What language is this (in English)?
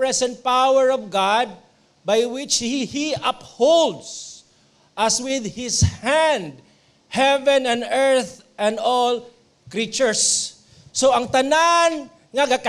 Cebuano